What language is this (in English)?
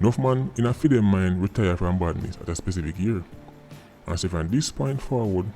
Jamaican Creole English